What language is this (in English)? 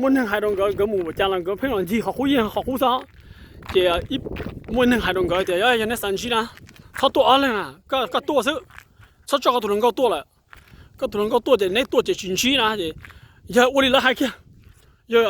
Hmong